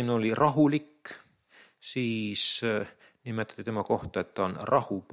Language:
Estonian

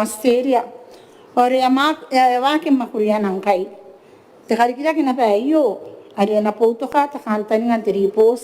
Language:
Gilbertese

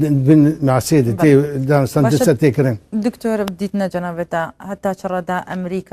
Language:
Kurdish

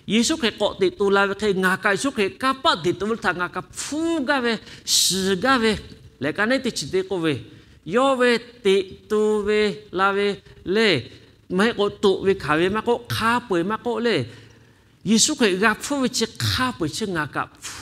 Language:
Lahu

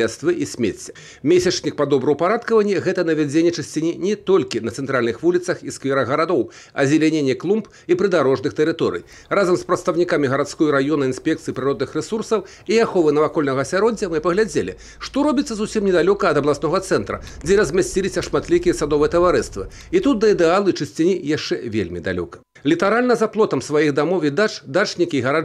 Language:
Belarusian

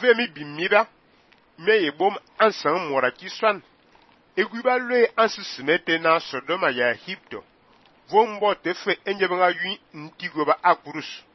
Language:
Fang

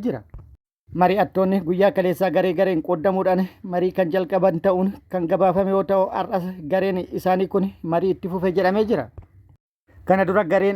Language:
Oromo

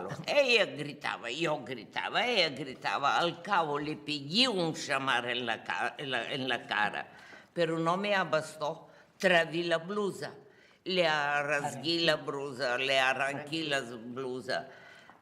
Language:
Ladino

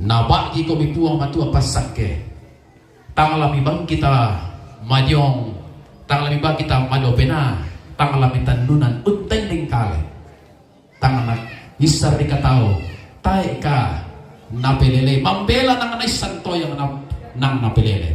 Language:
Toraja-Sa'dan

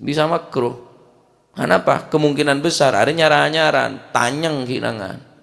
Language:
Madurese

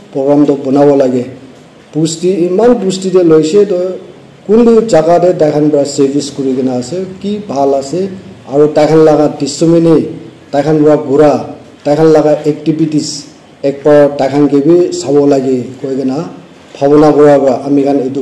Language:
Naga Pidgin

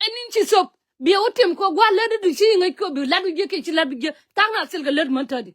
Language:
Nuer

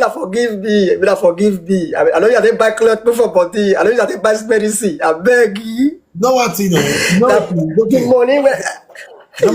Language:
Nigerian Pidgin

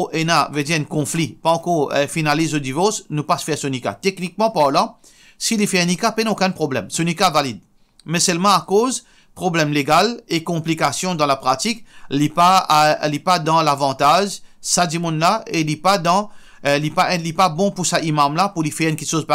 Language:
Morisyen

